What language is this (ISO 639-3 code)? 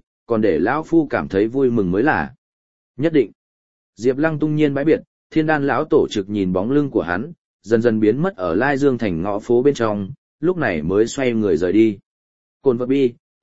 vie